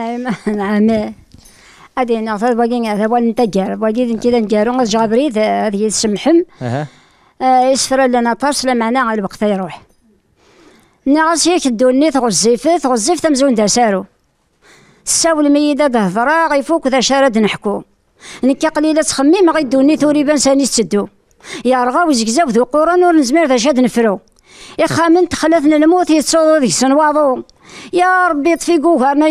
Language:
Kabyle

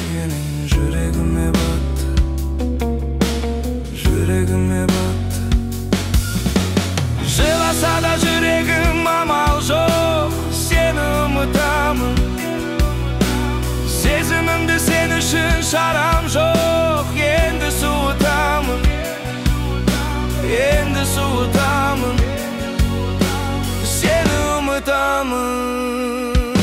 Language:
Kazakh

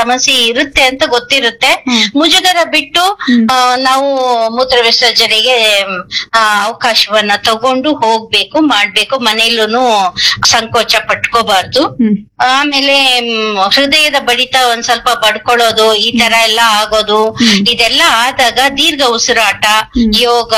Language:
Kannada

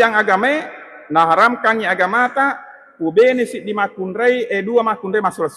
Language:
Buginese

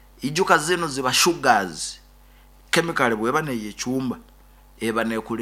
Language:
Nyoro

